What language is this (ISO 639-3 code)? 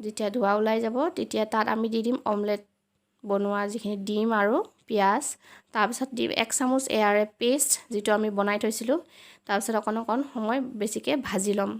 asm